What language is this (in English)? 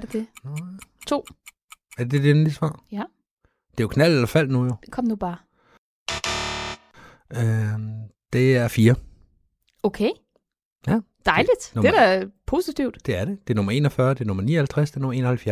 Danish